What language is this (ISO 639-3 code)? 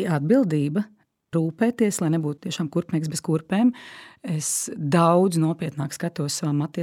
lav